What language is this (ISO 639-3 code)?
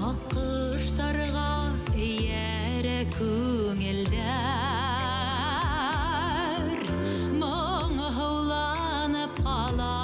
bak